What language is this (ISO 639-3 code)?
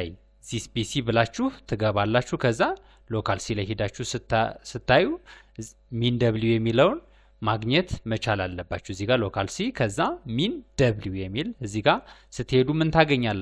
amh